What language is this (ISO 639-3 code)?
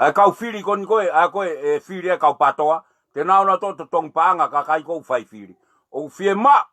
ton